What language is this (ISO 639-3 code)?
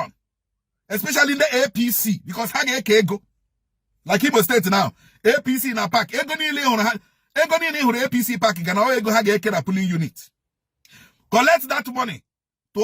ibo